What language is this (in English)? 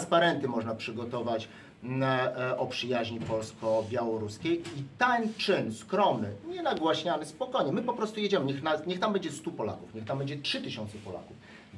Polish